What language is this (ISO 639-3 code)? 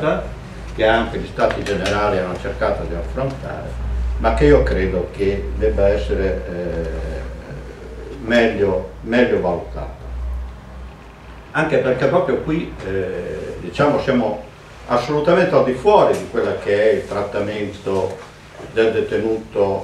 ita